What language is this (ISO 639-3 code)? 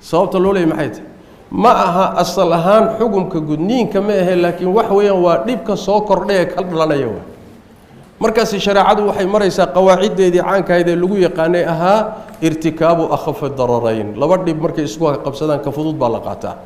som